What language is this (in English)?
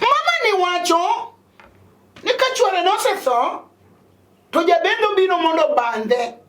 Luo (Kenya and Tanzania)